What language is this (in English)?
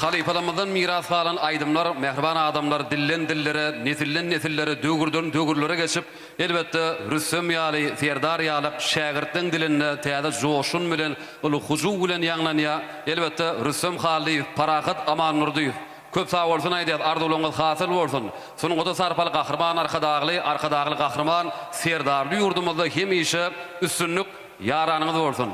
Turkmen